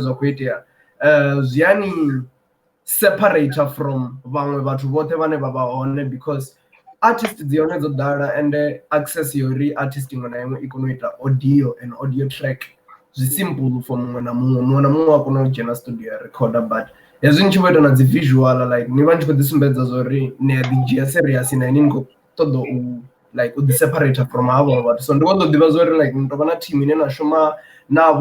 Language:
Venda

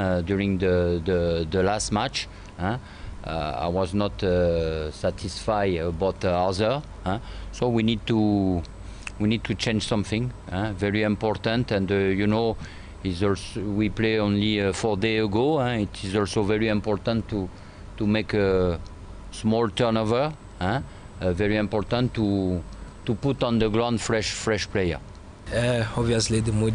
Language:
Tswana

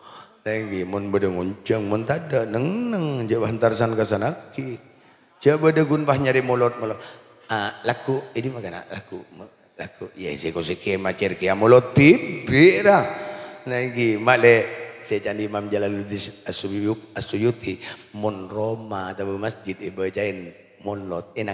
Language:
Madurese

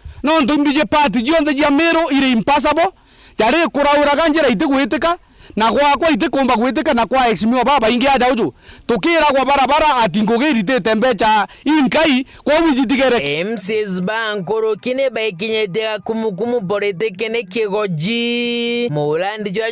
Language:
Meru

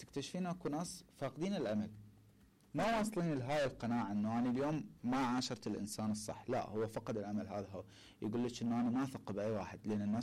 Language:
Mesopotamian Arabic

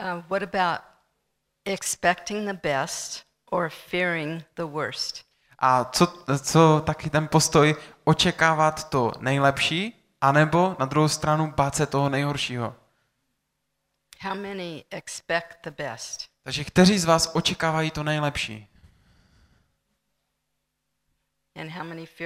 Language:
Czech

